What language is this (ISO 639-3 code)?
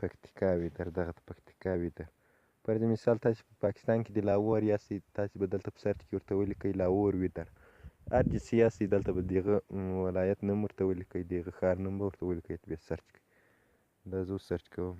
pus